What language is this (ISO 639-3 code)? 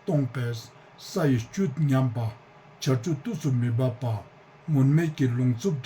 lbj